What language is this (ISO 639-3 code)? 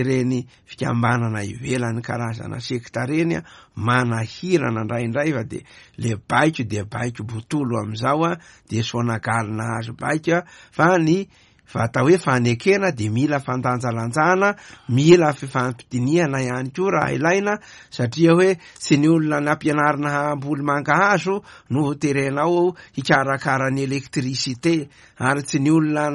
mlg